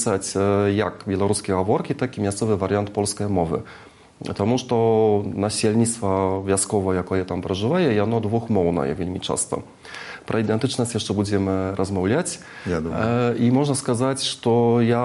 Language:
Belarusian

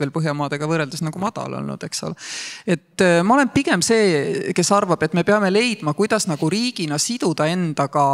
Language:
Estonian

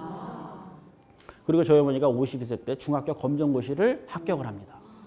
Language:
Korean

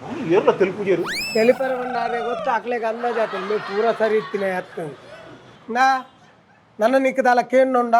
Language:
Tulu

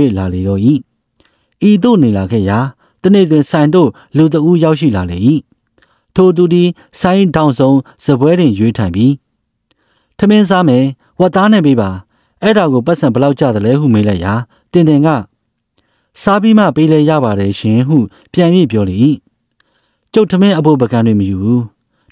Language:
Burmese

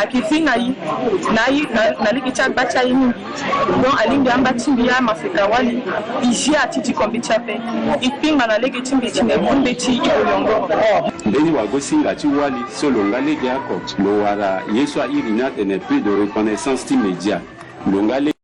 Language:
Sango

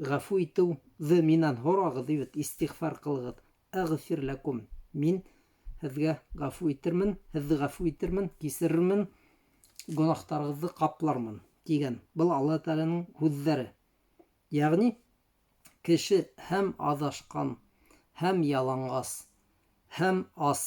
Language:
Bashkir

